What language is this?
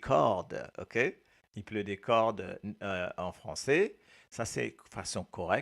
Morisyen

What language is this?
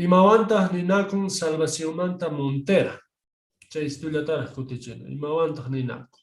South Bolivian Quechua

